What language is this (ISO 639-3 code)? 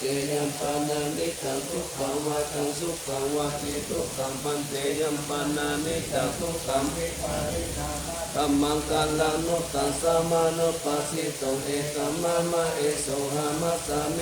pli